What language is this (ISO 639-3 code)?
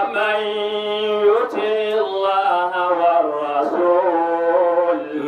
dag